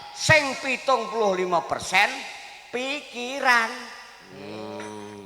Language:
Javanese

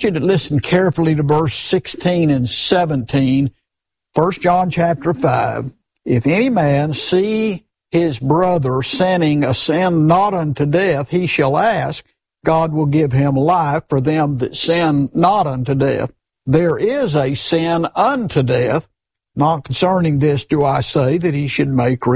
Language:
English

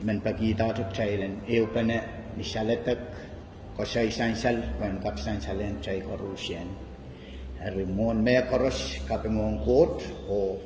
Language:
Pohnpeian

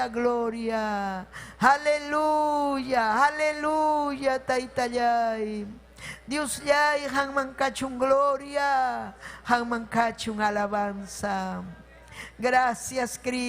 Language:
Ayacucho Quechua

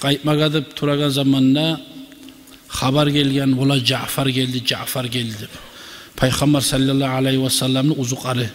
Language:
Kumyk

